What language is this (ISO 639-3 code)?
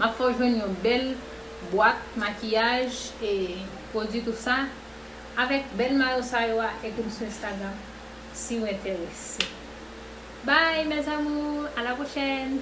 hat